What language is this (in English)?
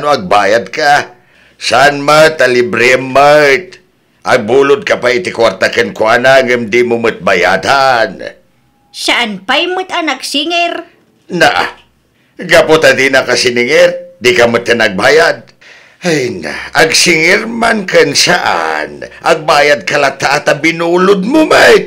Iloko